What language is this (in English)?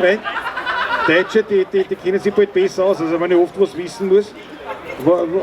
Bavarian